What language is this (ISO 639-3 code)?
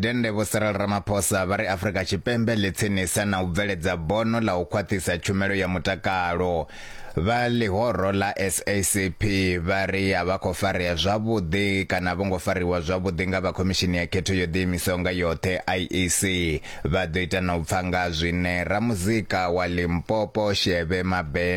ven